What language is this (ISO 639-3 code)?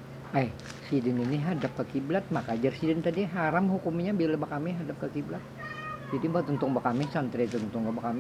bjn